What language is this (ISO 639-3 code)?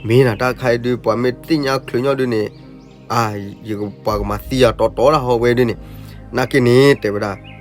ksw